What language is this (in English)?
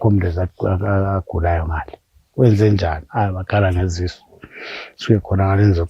North Ndebele